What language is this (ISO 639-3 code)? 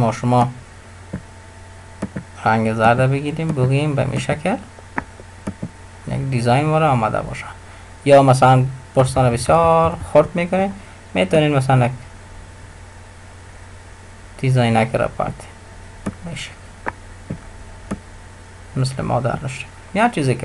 fas